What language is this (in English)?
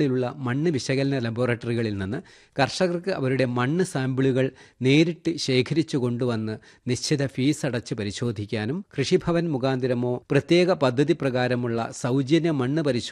Malayalam